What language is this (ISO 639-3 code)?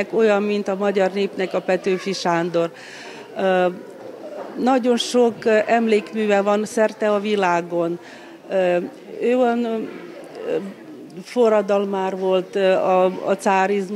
hun